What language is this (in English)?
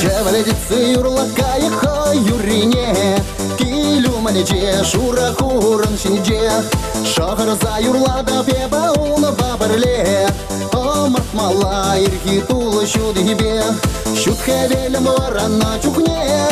Chuvash